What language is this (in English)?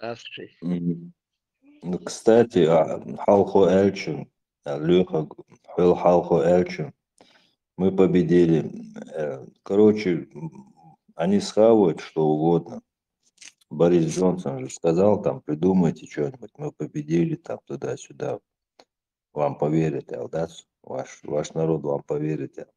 Chechen